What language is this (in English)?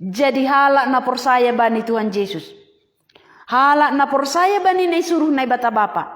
Batak Simalungun